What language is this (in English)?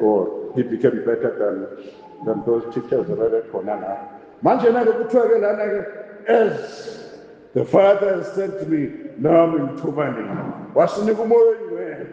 Zulu